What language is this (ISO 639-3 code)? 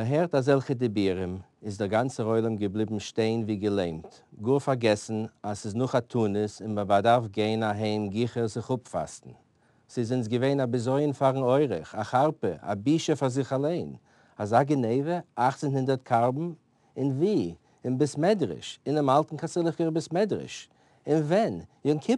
yid